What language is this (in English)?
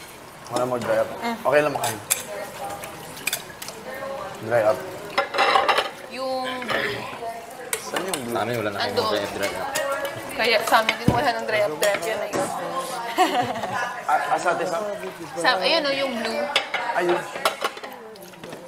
Filipino